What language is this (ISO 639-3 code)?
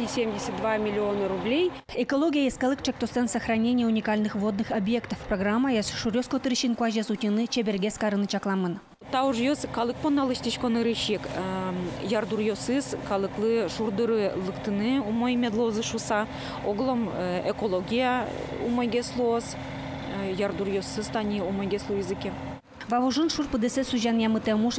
udm